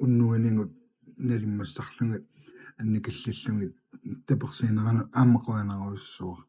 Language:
Kalaallisut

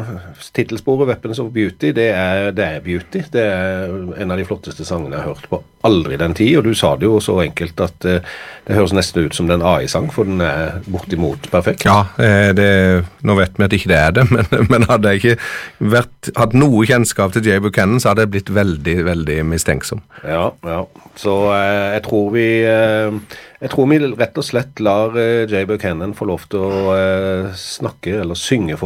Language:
Norwegian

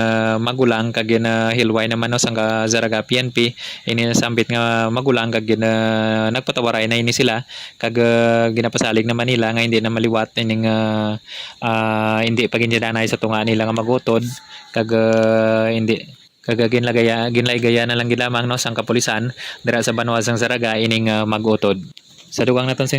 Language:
Hiligaynon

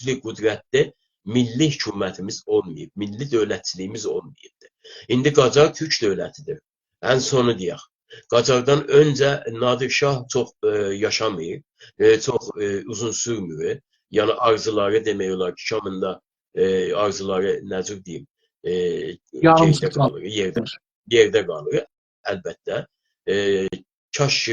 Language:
South Azerbaijani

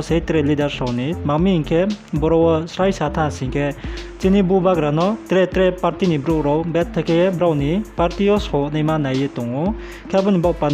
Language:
Riang (India)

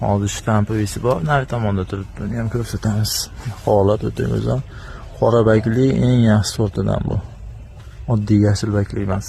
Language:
Uzbek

